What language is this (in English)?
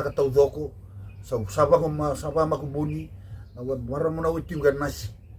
Fijian